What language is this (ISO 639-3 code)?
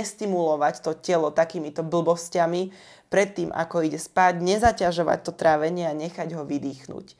slk